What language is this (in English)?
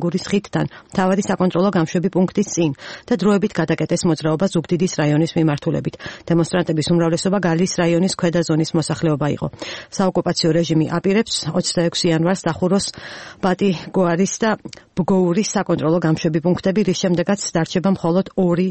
Georgian